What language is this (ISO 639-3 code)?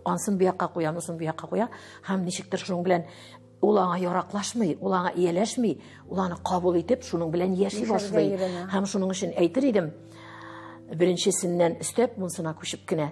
tat